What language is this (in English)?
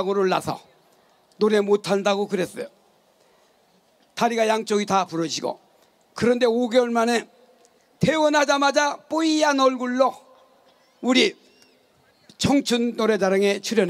Korean